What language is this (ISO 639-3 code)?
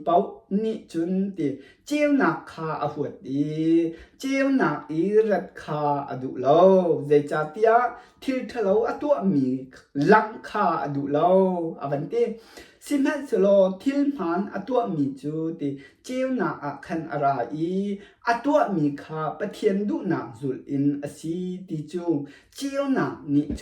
cnh